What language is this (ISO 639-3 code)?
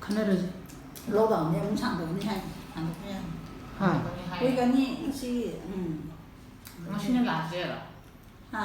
mni